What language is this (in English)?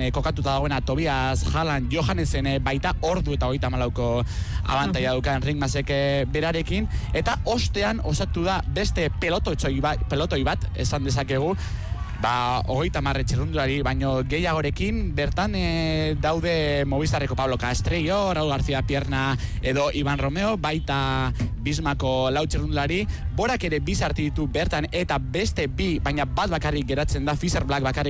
Basque